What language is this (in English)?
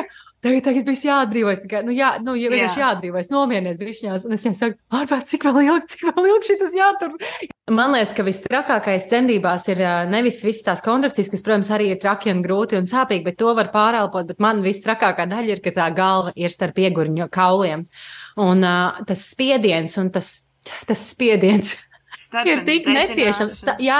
Latvian